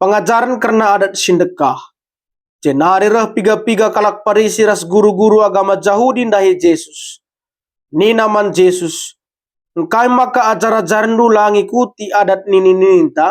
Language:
Batak Karo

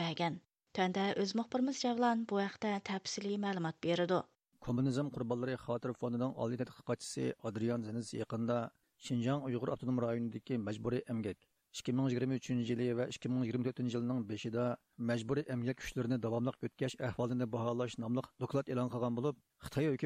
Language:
Uyghur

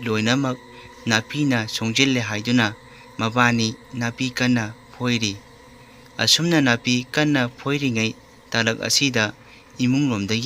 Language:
Manipuri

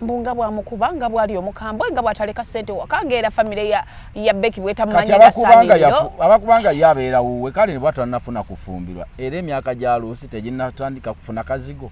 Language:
Ganda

